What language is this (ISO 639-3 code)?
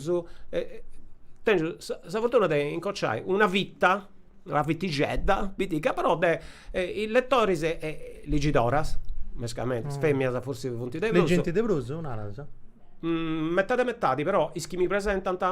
srd